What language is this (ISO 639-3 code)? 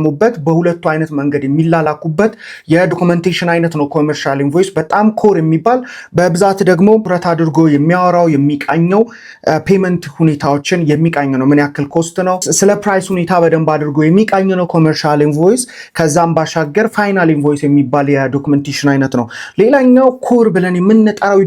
amh